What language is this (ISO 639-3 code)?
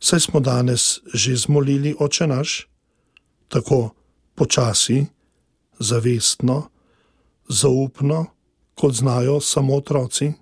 slv